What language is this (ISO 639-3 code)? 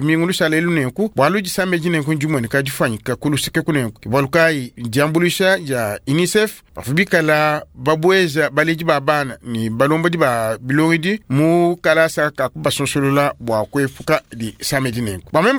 lua